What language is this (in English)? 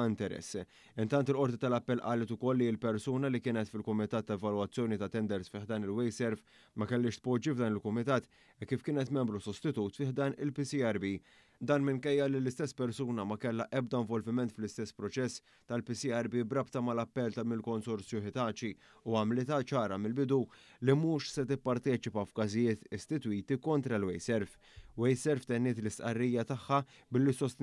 Maltese